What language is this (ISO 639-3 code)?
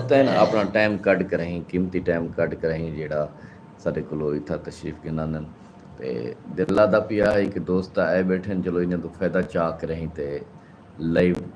skr